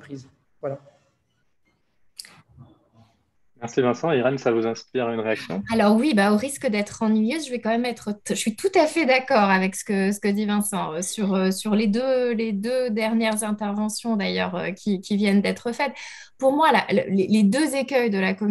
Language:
French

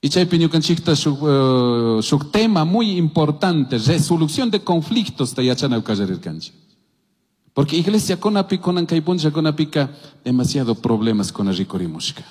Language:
Chimborazo Highland Quichua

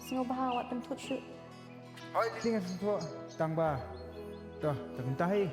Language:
Khasi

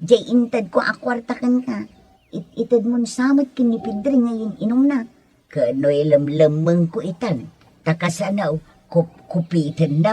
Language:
Iloko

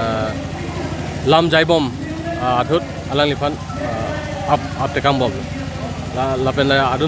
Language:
Karbi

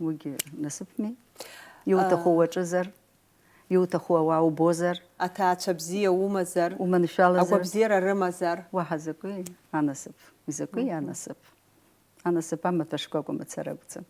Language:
Abkhazian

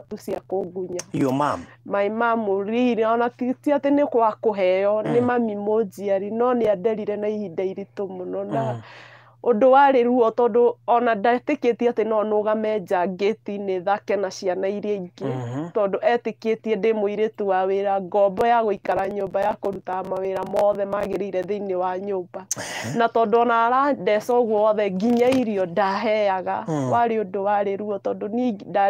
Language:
Kikuyu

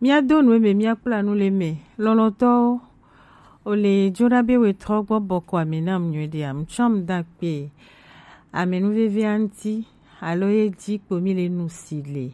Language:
Gen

